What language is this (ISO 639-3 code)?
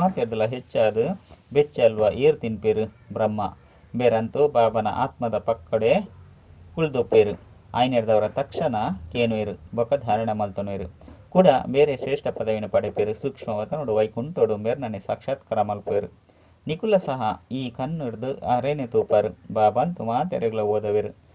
tcy